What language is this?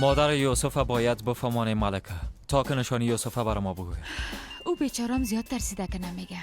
Persian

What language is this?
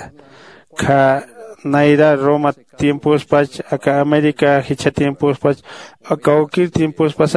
Aymara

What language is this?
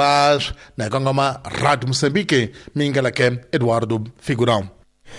Tsonga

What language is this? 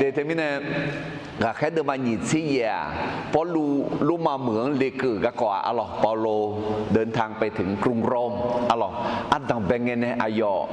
Akha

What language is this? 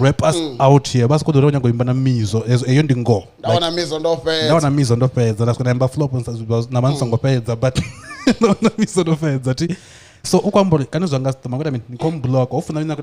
Venda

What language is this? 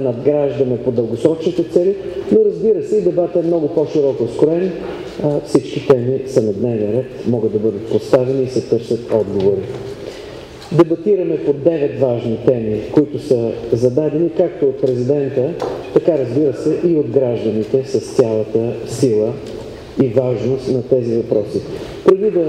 Bulgarian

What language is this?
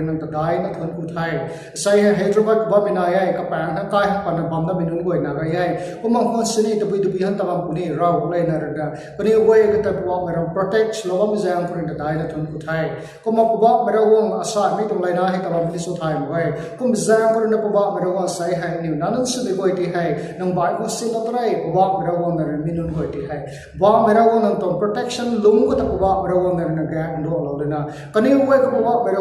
Rongmei Naga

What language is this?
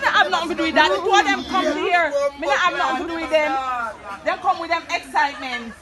Jamaican Creole English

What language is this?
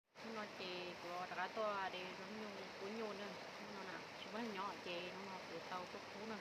Hmong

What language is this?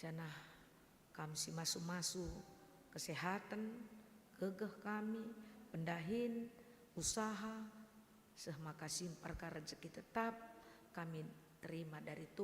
Batak Karo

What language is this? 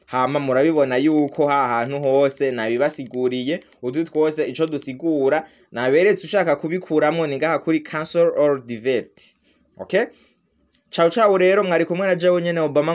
Rundi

